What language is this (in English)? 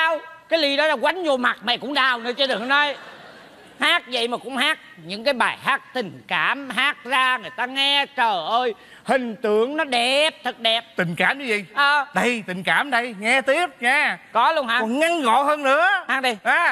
Vietnamese